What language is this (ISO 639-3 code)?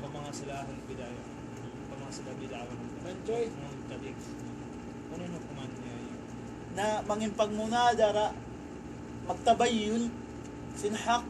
tsg